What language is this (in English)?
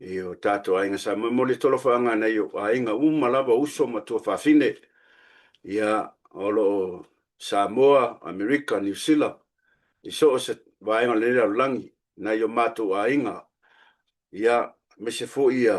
Samoan